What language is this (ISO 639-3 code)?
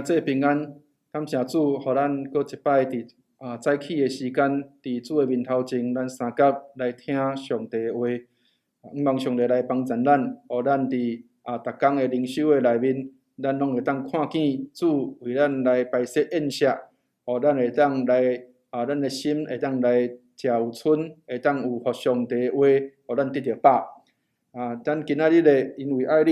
nan